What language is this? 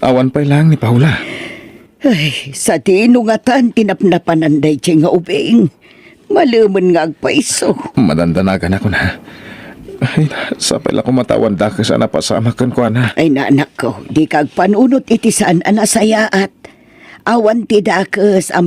Iloko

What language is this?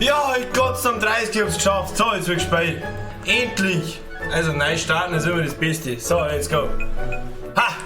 Bavarian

